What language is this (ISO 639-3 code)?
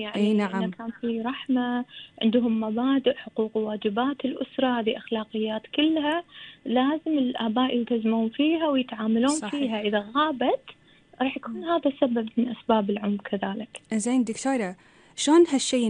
afb